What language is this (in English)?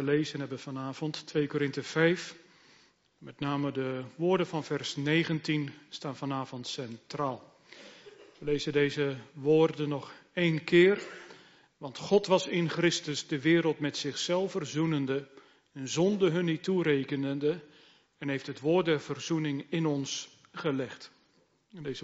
Dutch